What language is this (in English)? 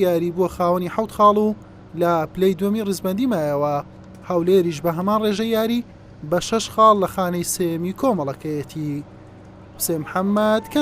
Central Kurdish